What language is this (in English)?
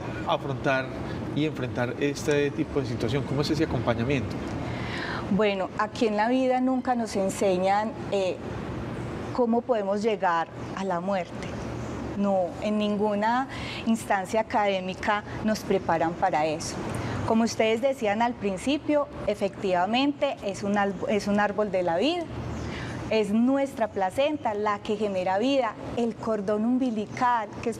Spanish